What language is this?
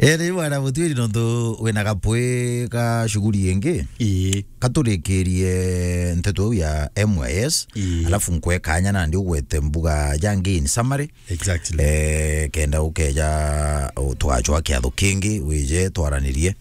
Meru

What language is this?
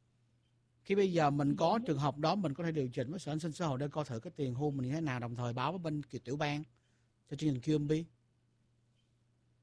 Vietnamese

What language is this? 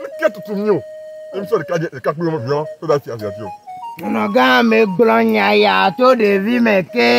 Ewe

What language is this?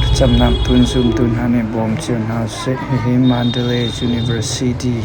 Hakha Chin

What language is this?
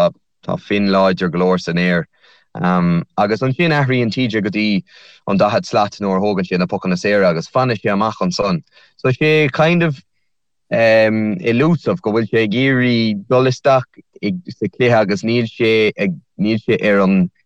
Irish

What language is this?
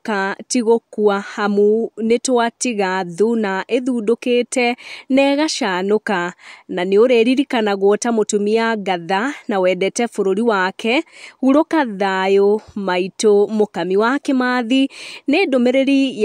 Kikuyu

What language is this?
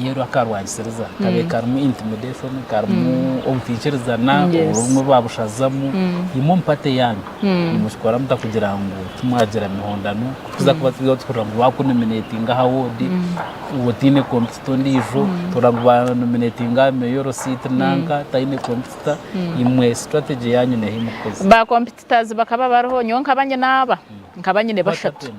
Nyankole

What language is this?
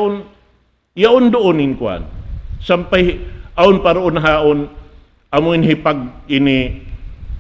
Tausug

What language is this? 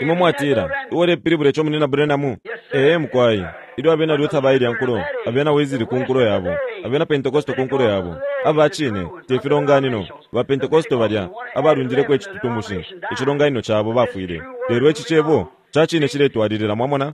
Bemba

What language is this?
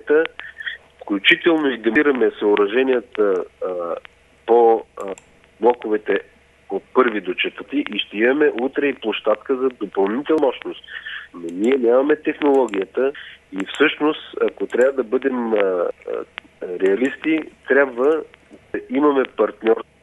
Bulgarian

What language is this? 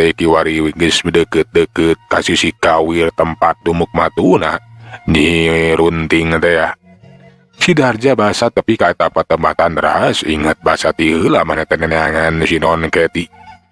Sundanese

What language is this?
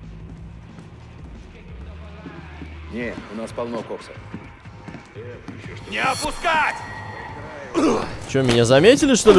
Russian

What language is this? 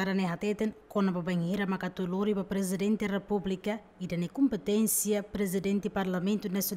Tetum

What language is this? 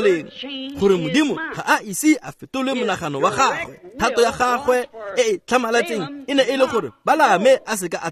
Tswana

